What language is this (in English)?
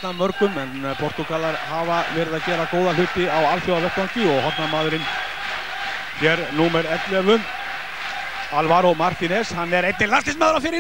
Icelandic